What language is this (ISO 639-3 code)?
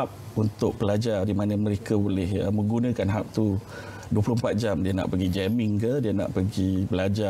msa